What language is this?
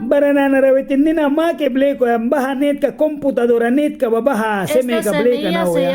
Mískito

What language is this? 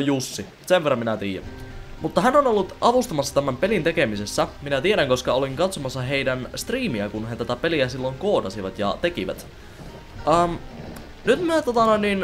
Finnish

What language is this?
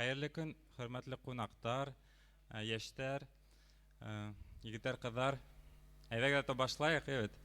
Bashkir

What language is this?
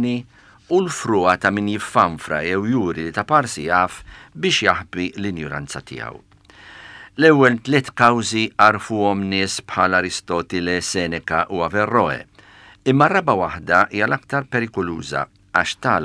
Maltese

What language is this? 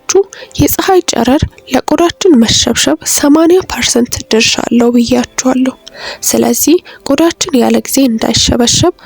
Amharic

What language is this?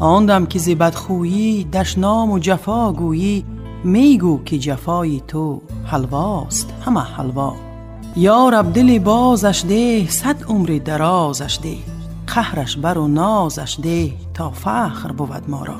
Tajik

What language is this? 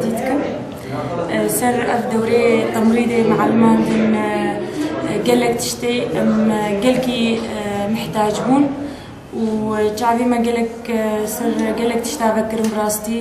Kurdish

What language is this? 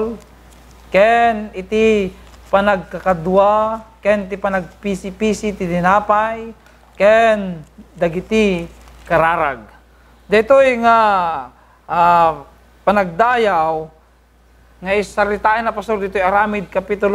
Iloko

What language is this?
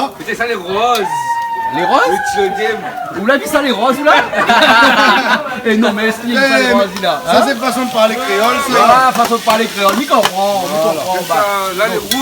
Réunion Creole French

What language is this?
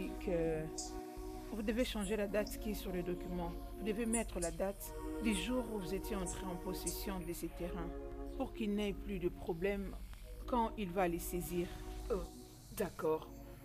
French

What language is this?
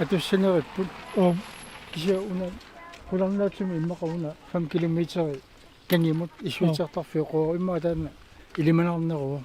Kalaallisut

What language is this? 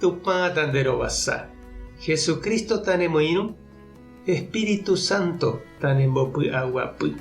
Guarani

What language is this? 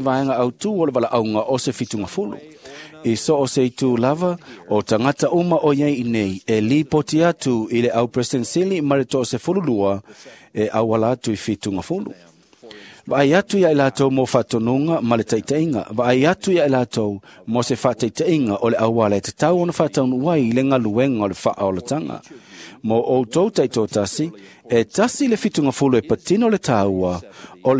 Samoan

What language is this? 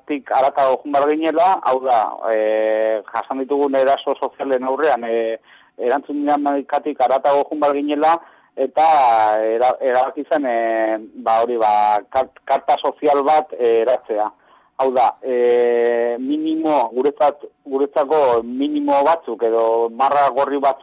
Basque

